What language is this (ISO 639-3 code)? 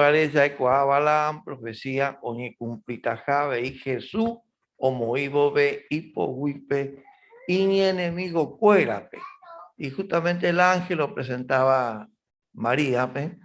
grn